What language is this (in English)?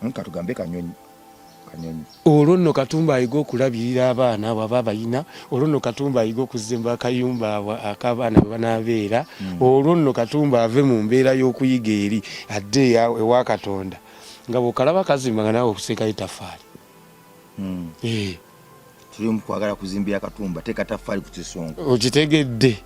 Ganda